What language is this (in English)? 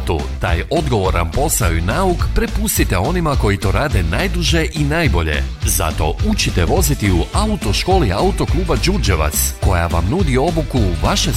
Croatian